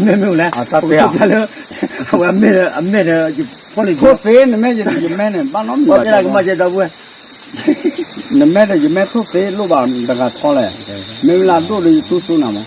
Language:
S'gaw Karen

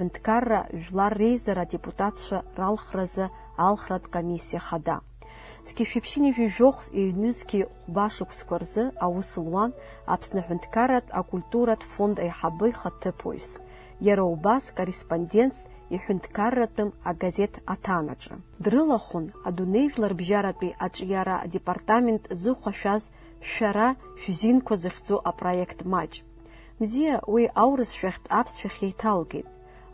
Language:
Abkhazian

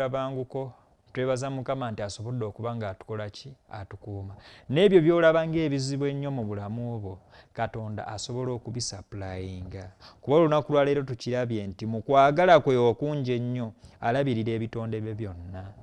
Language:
Ganda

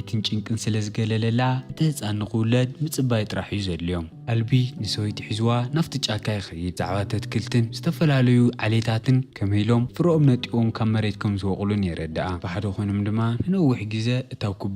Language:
Tigrinya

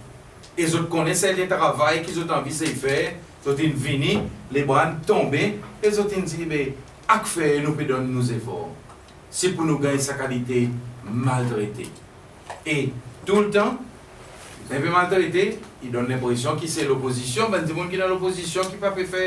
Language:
Seselwa Creole French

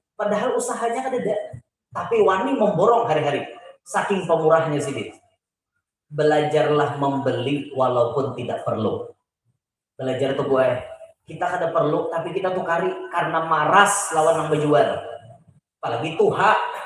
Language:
Banjar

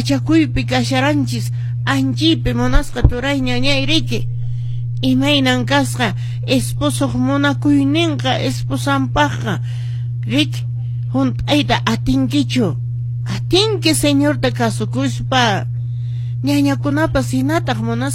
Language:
Quechua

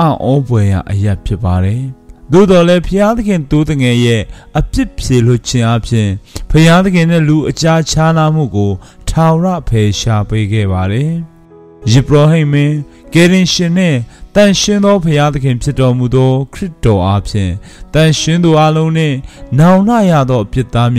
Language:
Burmese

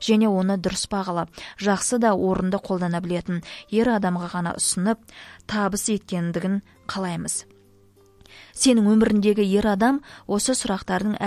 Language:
Kazakh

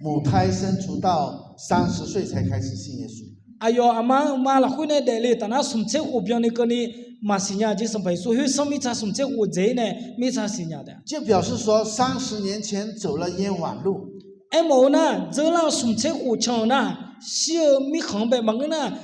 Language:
Akha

